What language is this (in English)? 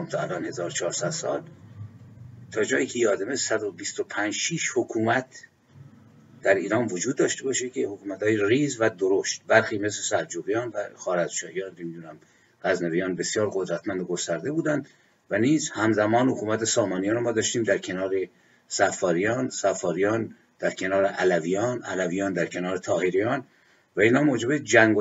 Persian